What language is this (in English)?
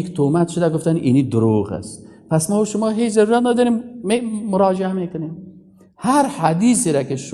Persian